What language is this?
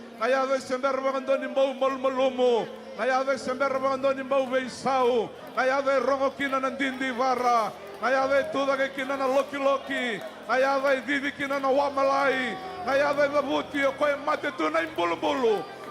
Fijian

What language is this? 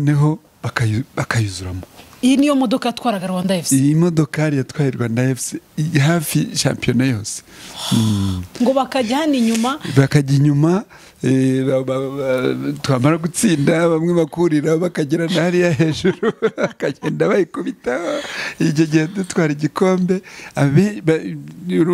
Kinyarwanda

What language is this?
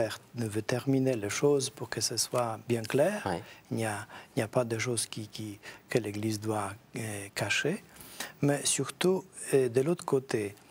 French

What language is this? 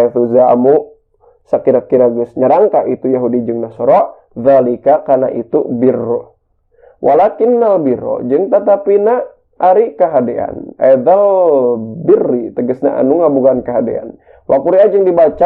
Sundanese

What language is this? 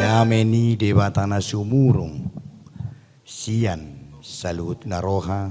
Batak Toba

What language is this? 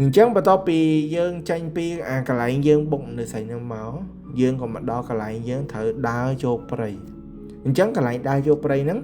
Khmer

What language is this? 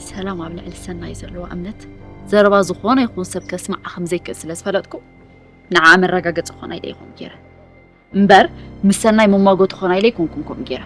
Tigrinya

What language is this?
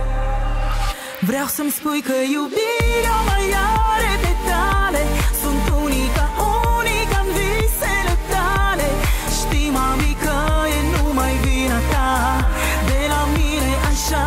Romanian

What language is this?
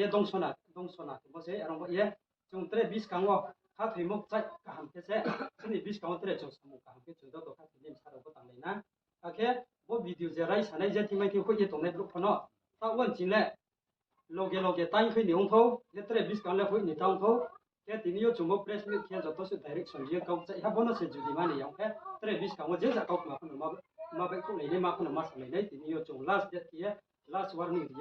Riang (India)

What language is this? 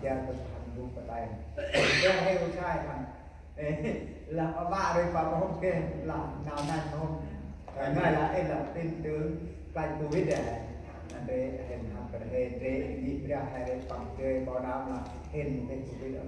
Central Mnong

